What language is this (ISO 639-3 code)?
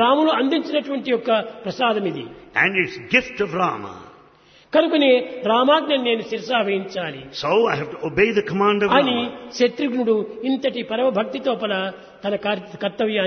tel